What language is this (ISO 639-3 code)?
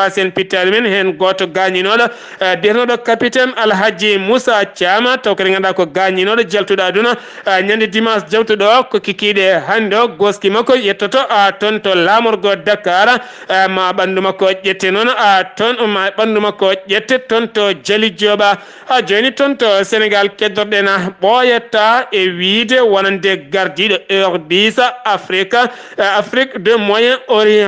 ful